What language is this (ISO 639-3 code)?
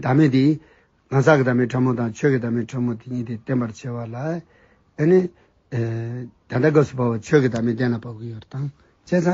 bod